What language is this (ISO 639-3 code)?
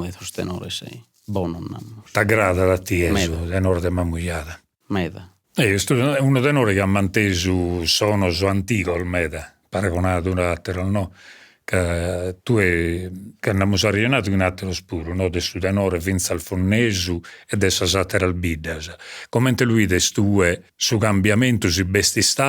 srd